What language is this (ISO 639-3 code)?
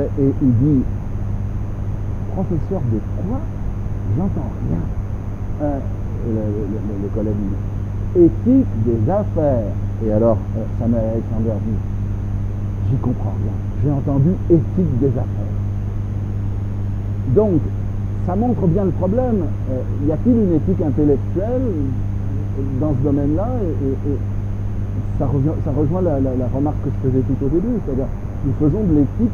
fra